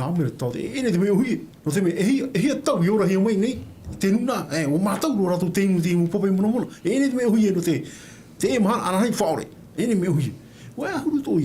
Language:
Tahitian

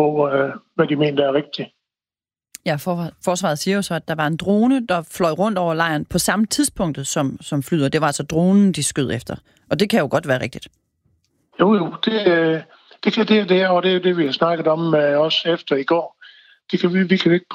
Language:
Danish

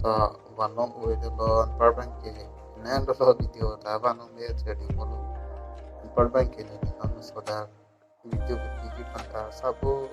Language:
Karbi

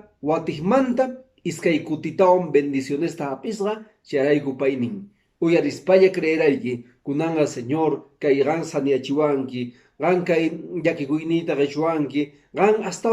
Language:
Quechua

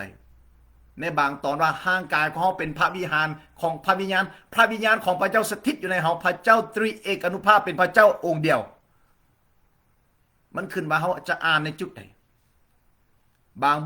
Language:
Lao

